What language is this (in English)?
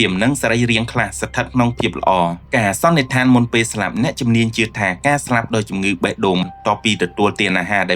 Khmer